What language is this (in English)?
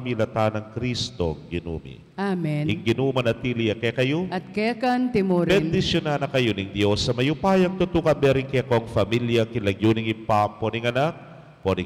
Pampanga